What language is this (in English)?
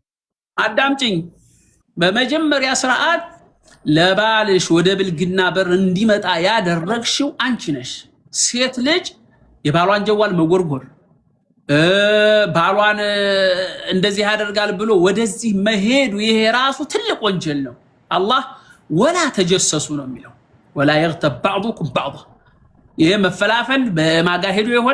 Amharic